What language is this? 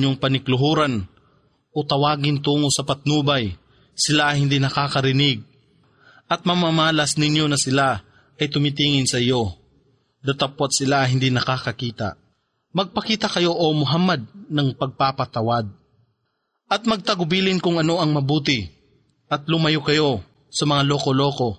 Filipino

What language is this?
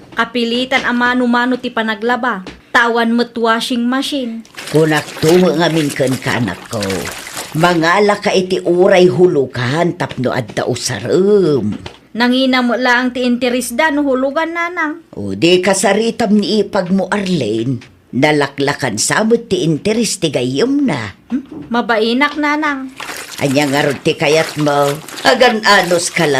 Iloko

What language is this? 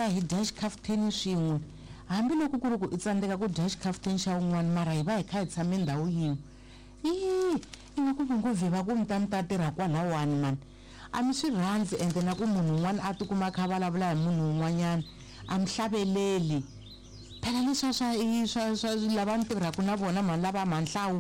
Tsonga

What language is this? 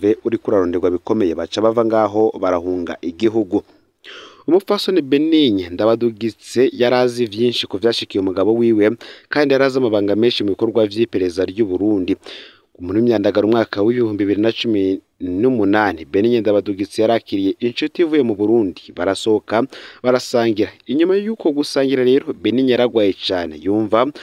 Rundi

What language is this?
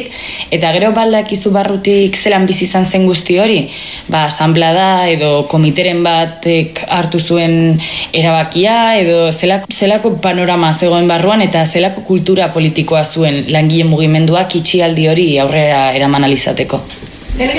Basque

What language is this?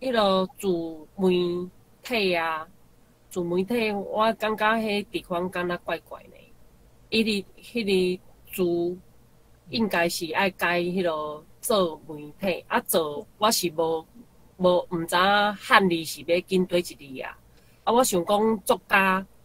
Min Nan Chinese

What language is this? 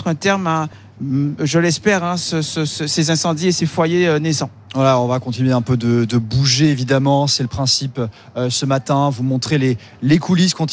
French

